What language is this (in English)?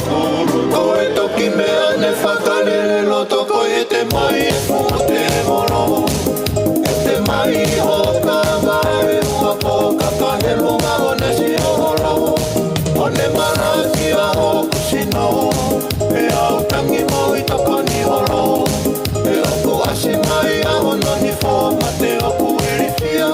Tongan